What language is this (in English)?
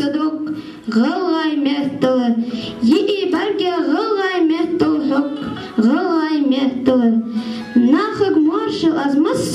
Ingush